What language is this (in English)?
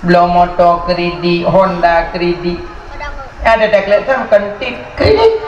Achinese